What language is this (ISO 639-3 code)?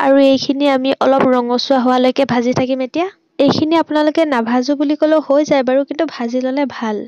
asm